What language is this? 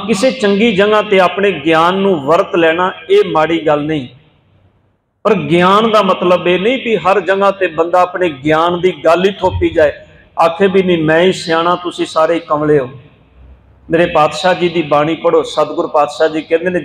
Punjabi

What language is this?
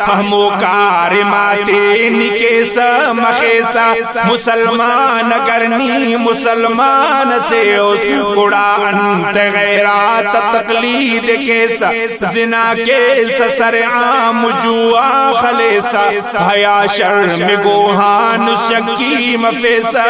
Brahui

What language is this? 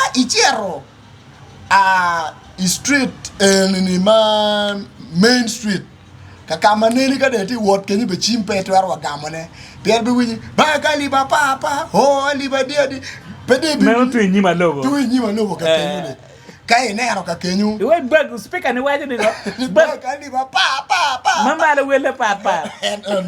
Acoli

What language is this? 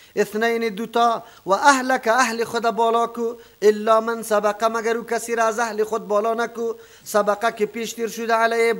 Persian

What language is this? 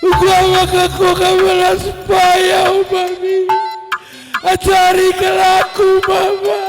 Batak Karo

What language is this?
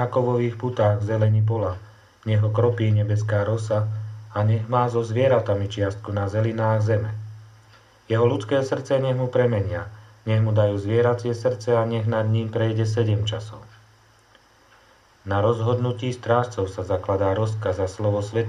Slovak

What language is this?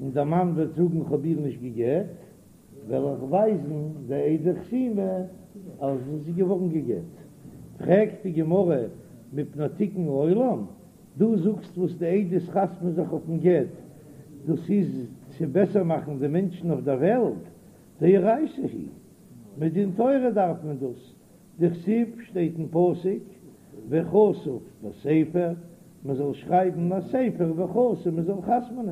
Yiddish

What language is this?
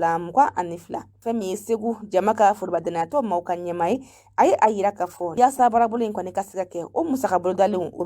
Bambara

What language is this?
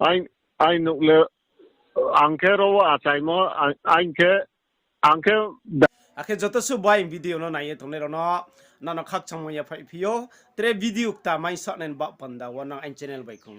Riang (India)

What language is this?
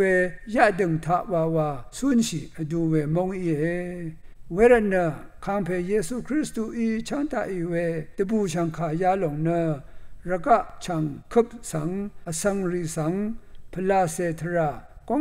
Rawang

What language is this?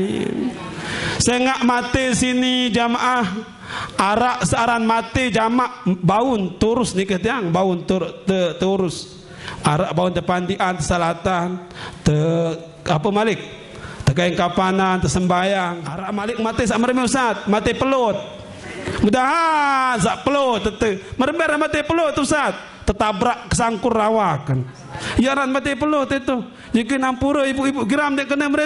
Sasak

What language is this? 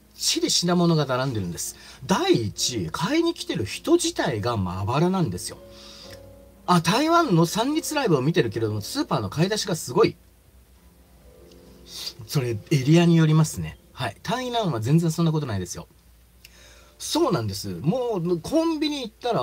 Japanese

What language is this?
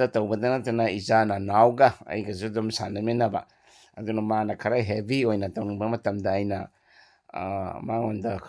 Manipuri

